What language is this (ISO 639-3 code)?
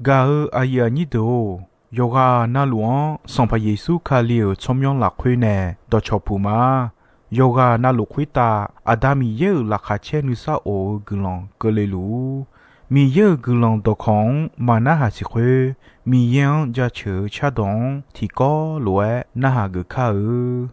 ahk